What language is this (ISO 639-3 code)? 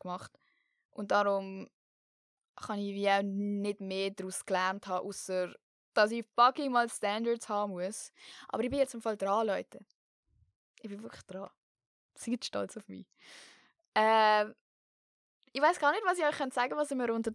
gsw